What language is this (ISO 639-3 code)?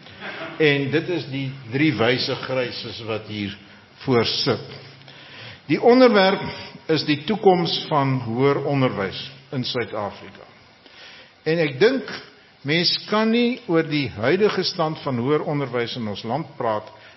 afr